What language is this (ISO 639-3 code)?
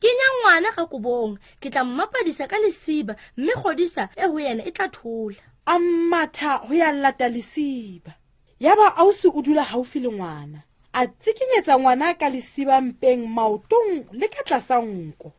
sot